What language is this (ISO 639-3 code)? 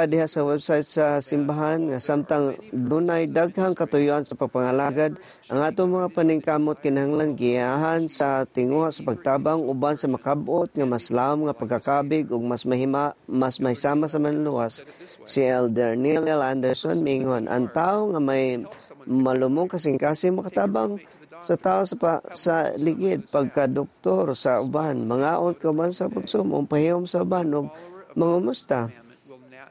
ceb